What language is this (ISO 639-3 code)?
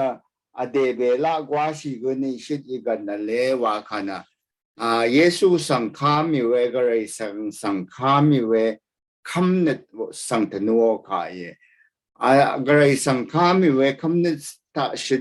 raw